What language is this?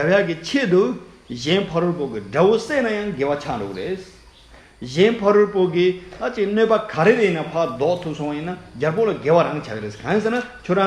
Tibetan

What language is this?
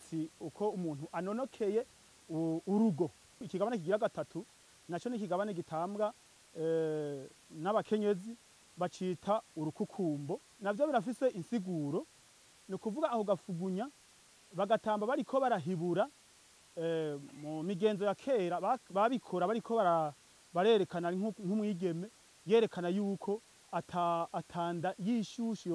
Rundi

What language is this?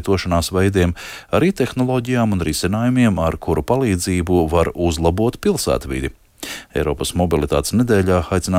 Latvian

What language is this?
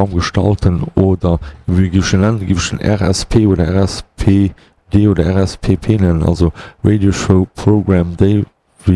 Luxembourgish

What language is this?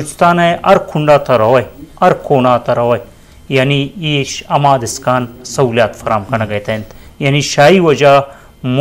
Eastern Balochi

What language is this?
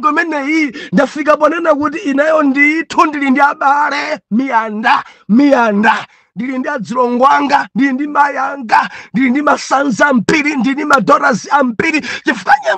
Nyanja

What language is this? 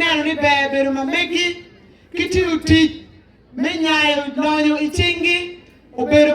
Acoli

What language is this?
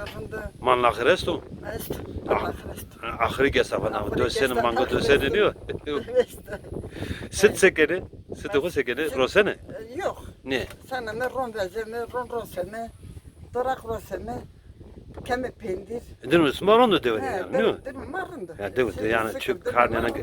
Zaza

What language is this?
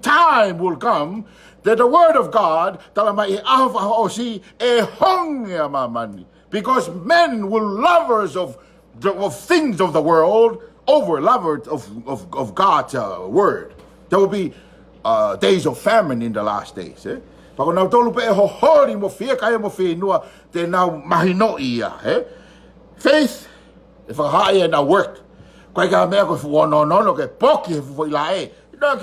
Tongan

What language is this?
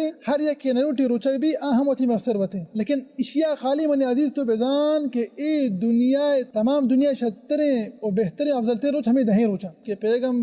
Baluchi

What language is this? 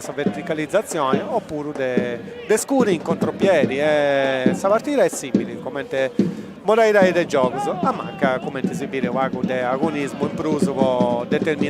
Sardinian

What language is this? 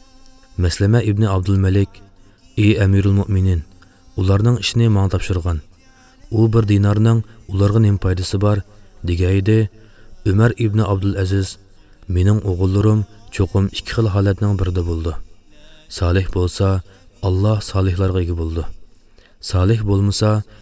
Uyghur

